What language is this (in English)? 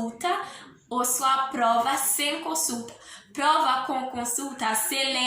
Haitian Creole